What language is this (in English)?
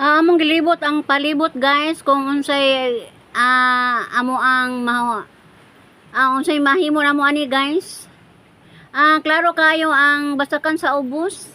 Cebuano